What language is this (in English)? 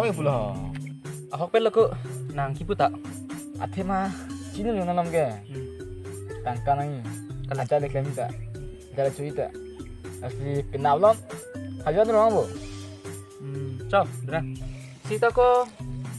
Karbi